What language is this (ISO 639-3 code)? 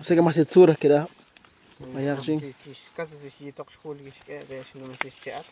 kek